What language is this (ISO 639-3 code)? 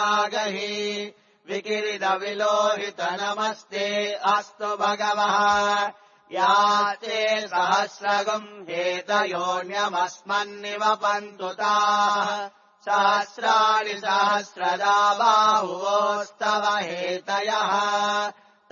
san